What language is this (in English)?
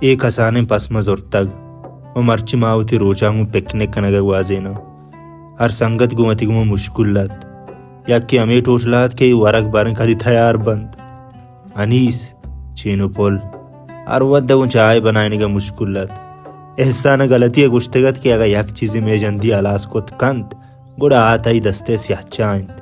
Baluchi